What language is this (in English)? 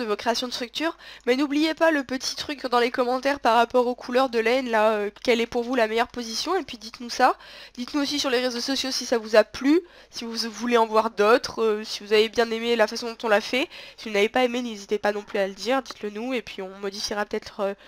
French